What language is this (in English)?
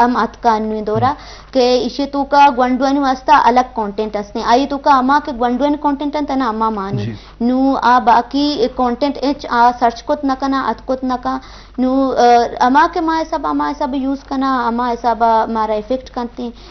Eastern Balochi